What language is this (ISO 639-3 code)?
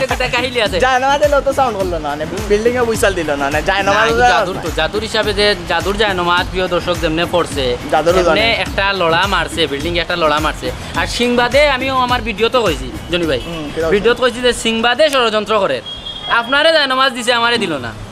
syl